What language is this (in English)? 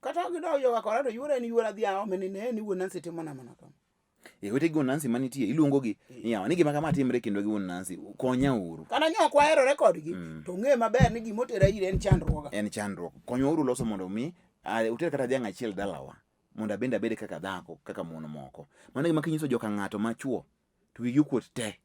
Luo (Kenya and Tanzania)